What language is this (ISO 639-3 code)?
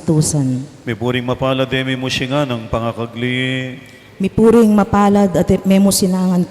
pam